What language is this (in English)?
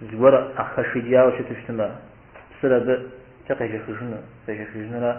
Kabardian